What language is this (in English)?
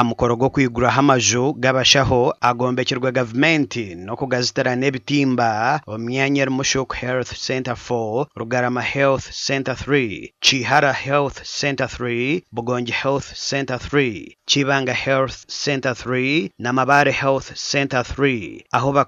Nyankole